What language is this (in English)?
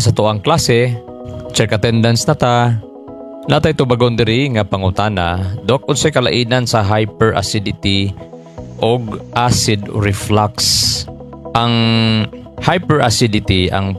Cebuano